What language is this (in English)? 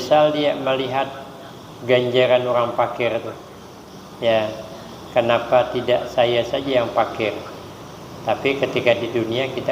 Banjar